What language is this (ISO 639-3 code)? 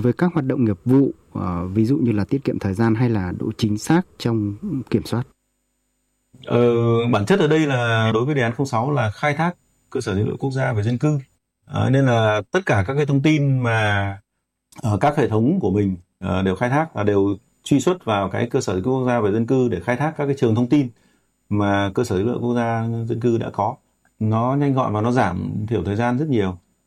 vie